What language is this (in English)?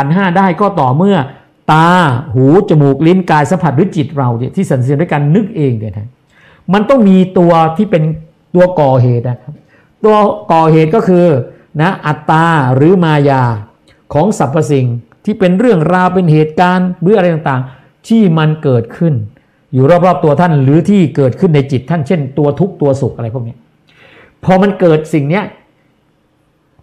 Thai